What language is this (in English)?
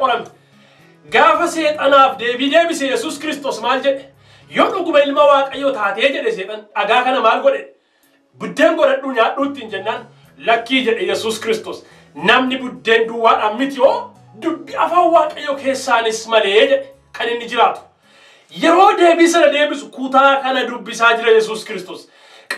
Oromo